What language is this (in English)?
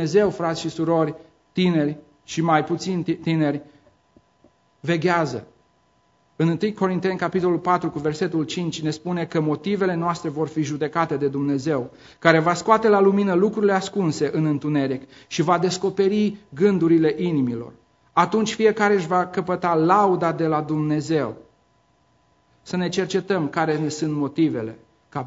Romanian